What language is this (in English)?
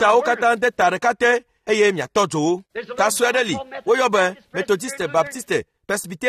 Ewe